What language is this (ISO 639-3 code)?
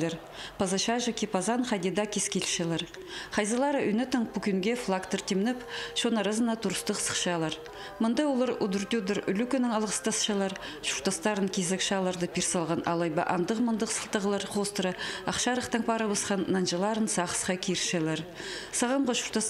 kjh